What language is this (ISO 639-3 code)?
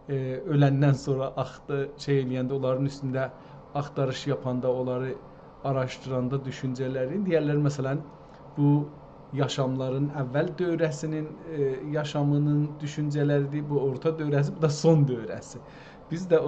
azb